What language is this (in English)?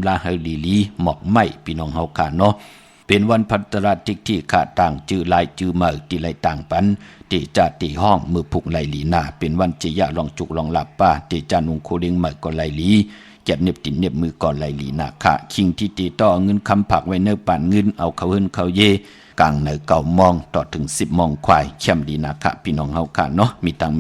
Shan